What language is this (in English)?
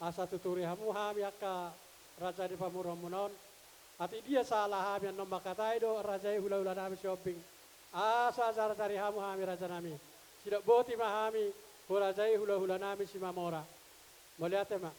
Batak Toba